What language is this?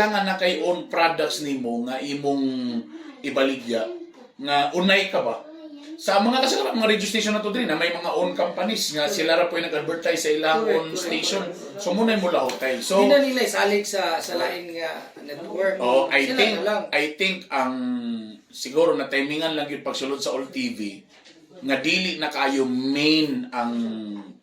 Cebuano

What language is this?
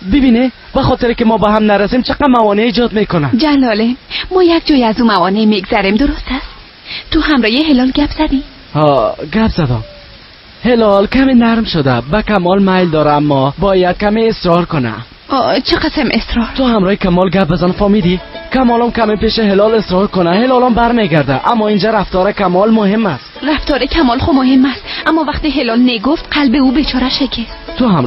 Persian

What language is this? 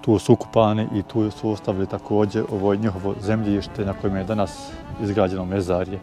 Bosnian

